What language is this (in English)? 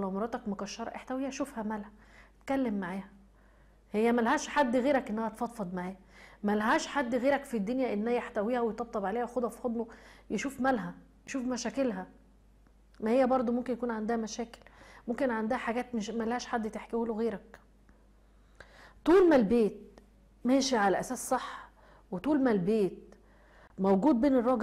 Egyptian Arabic